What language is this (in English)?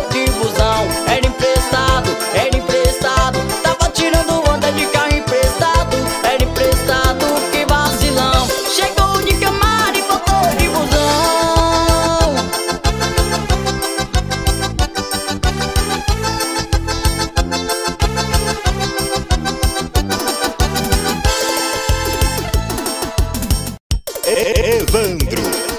Portuguese